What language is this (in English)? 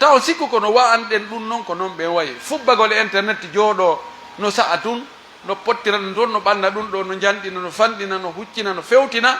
Pular